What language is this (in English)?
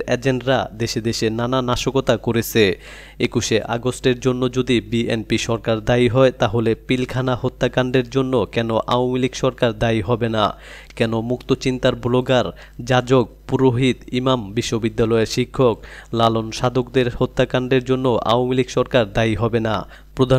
Bangla